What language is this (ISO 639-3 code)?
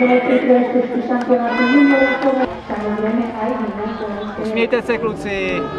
slk